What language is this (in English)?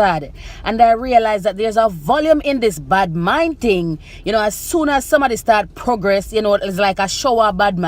Jamaican Creole English